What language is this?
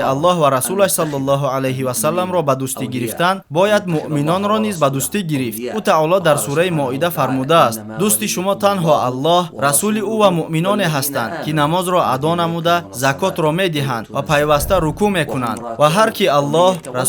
Tajik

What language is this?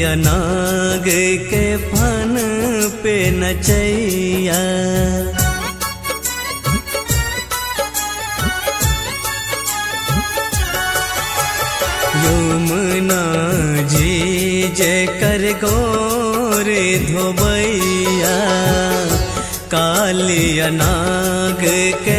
Bhojpuri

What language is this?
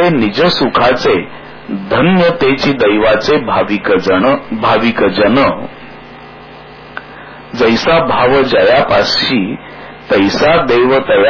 Marathi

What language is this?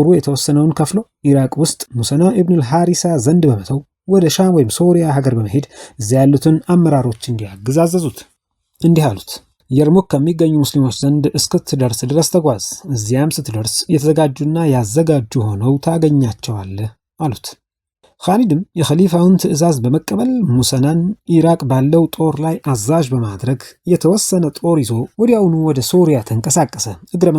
Amharic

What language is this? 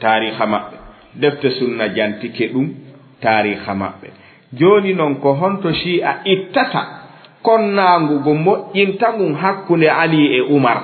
Fula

